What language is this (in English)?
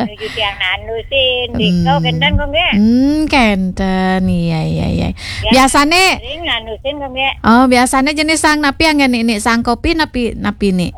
Balinese